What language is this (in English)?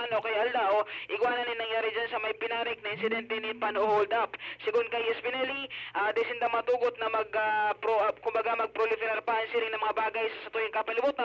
Bikol